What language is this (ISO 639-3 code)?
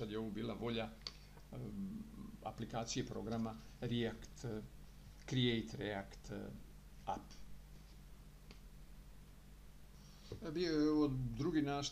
hrv